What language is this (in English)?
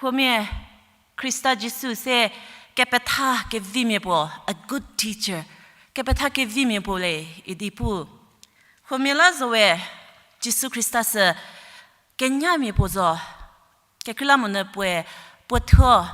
Angami Naga